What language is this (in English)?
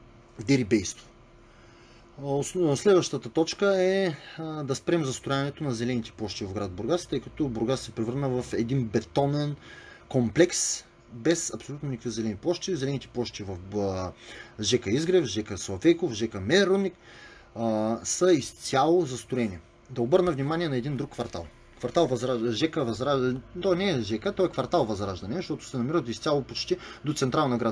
Bulgarian